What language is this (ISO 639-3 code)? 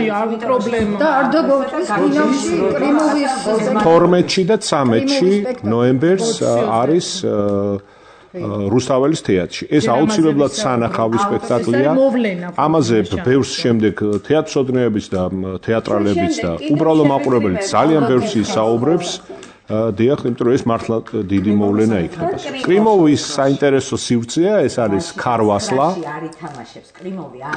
kat